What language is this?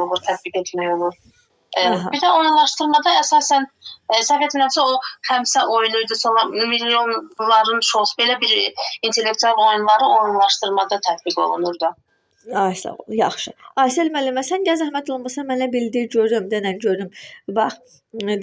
Azerbaijani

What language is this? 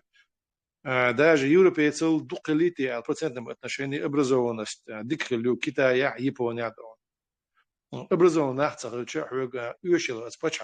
Chechen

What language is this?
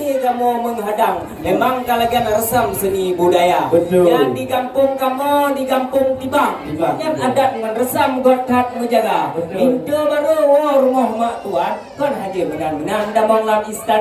Achinese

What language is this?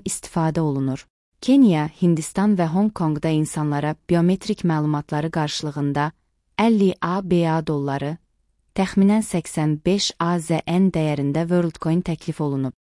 Azerbaijani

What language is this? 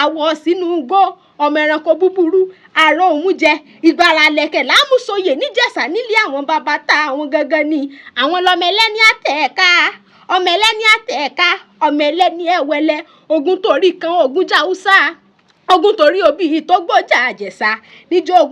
Yoruba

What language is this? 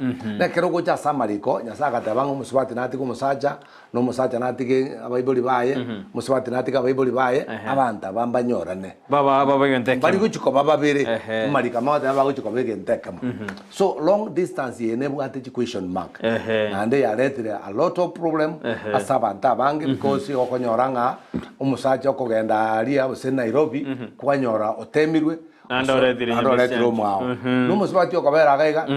Gusii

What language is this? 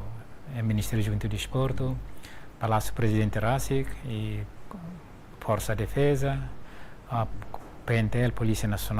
Tetum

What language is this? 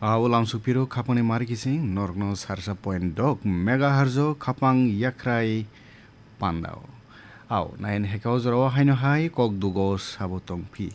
Kok Borok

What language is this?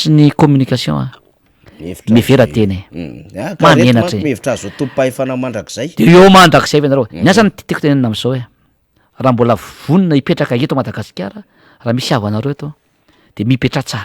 Malagasy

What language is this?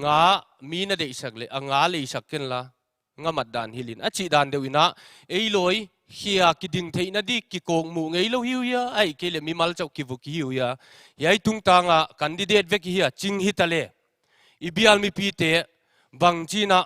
Paite Chin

